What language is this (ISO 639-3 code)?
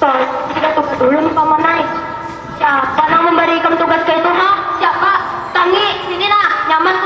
bjn